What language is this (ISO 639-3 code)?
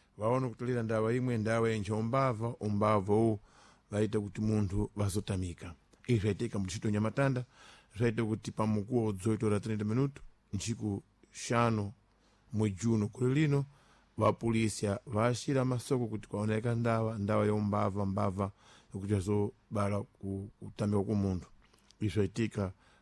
seh